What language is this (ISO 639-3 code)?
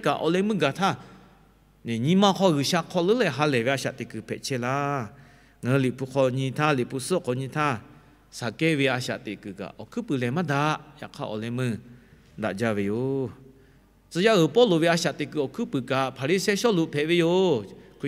lhu